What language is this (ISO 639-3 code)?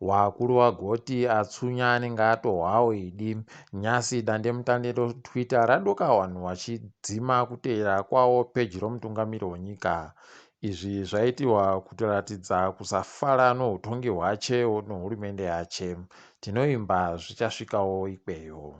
ndc